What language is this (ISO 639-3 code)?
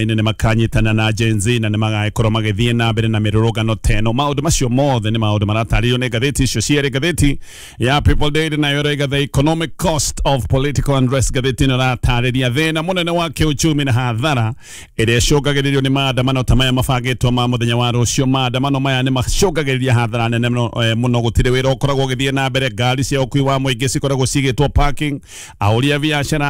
kik